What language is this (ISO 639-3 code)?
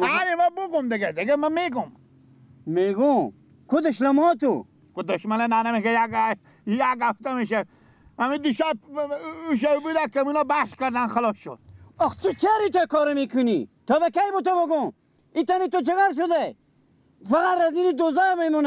fas